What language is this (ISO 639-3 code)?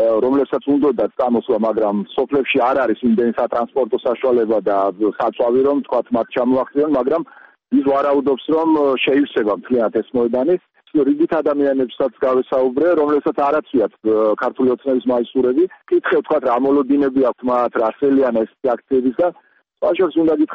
kat